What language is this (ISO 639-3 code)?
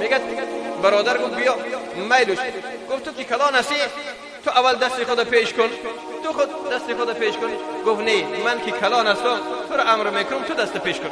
fas